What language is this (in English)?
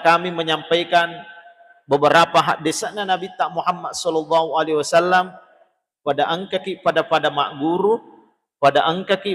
Buginese